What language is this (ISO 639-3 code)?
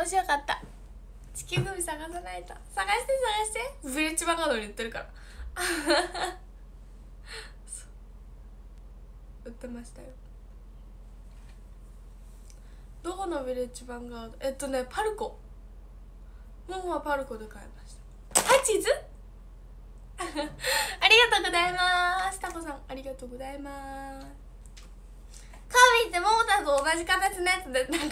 jpn